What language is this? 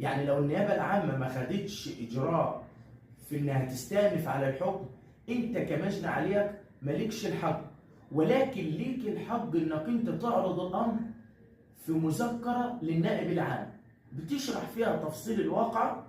Egyptian Arabic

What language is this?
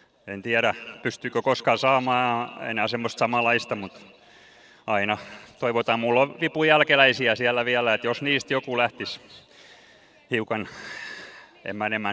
Finnish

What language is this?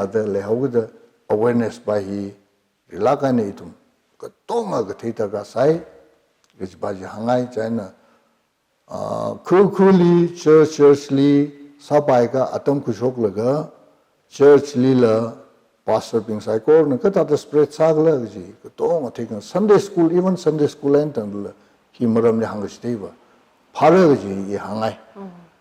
Tangkhul Naga (India)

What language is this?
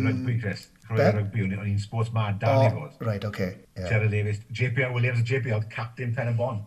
Welsh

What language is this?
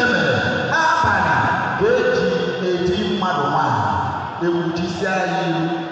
Igbo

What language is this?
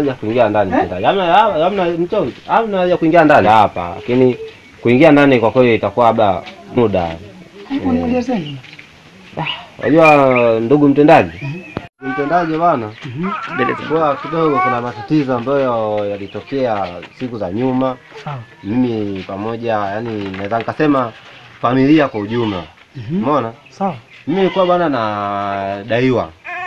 Swahili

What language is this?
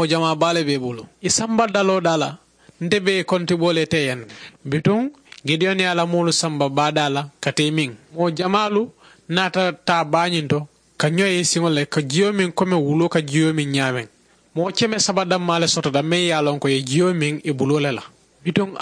Mandingo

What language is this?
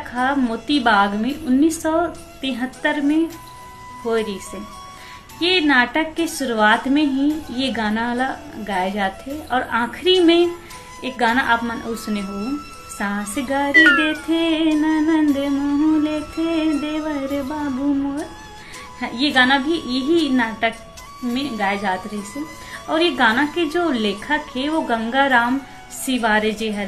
Chhattisgarhi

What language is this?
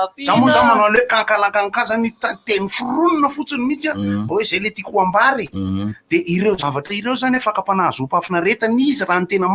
Malagasy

